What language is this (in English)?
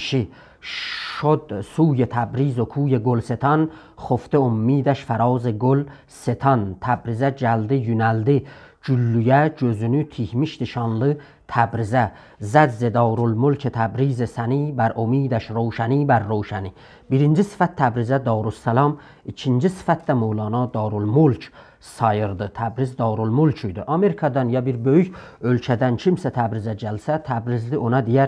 South Azerbaijani